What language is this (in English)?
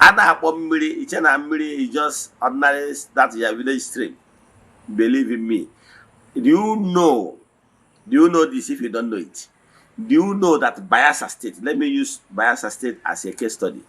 Igbo